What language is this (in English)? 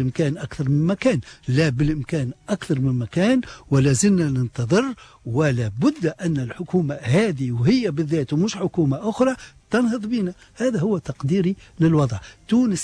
Tunisian Arabic